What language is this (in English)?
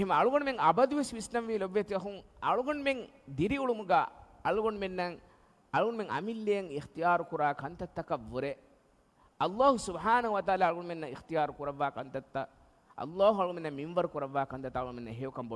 Divehi